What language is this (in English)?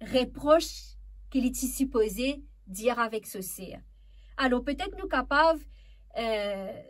Morisyen